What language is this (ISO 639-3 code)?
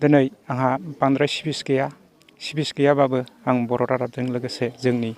brx